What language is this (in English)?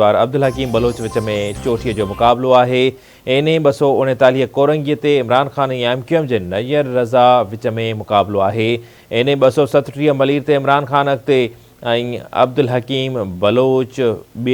Sindhi